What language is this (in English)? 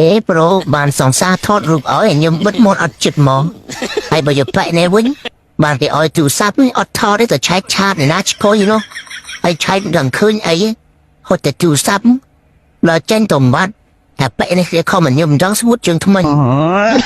Khmer